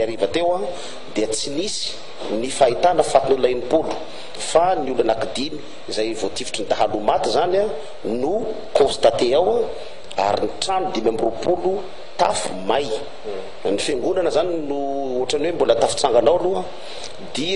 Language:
Malagasy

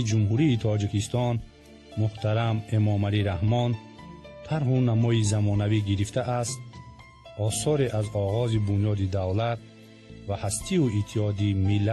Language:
Tajik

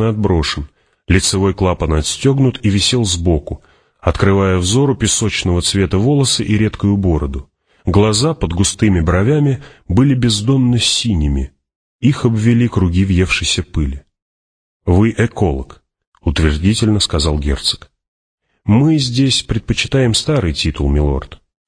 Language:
Russian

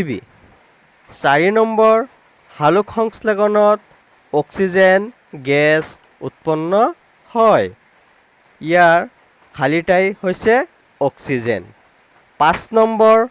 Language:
Assamese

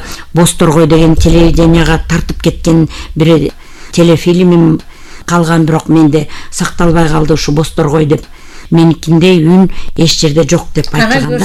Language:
Kyrgyz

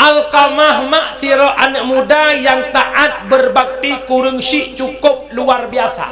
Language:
Achinese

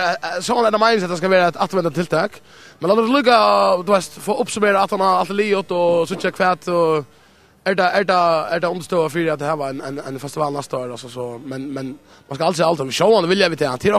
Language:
Faroese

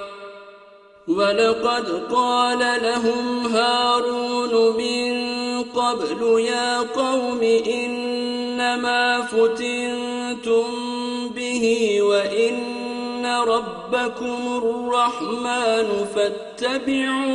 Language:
Arabic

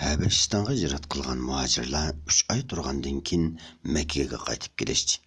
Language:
Uyghur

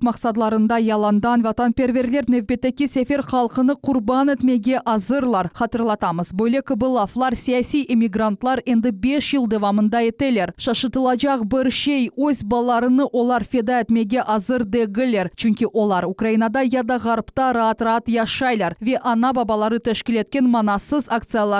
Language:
Crimean Tatar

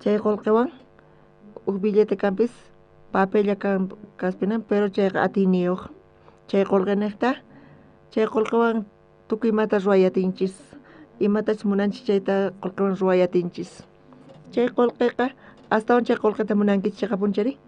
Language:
South Bolivian Quechua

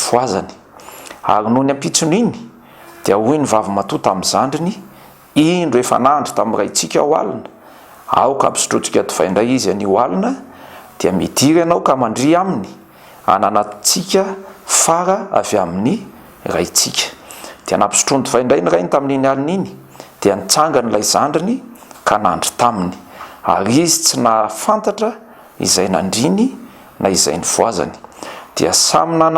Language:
Malagasy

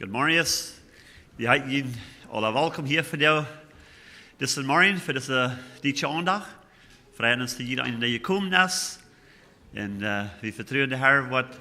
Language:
Plautdietsch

